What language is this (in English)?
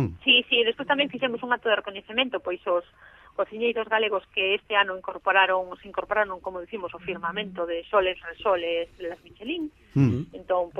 Galician